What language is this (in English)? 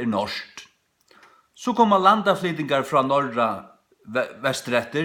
Faroese